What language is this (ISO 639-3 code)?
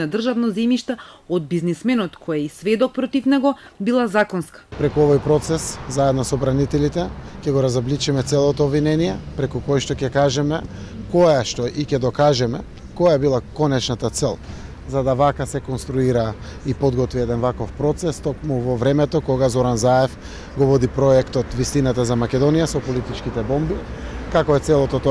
mkd